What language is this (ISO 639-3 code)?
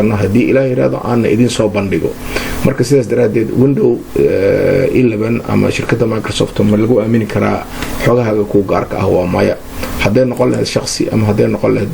som